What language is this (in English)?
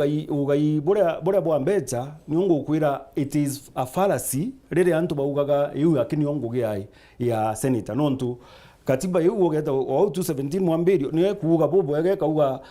Meru